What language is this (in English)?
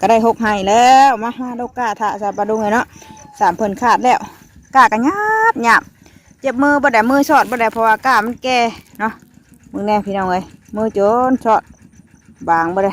Northeastern Thai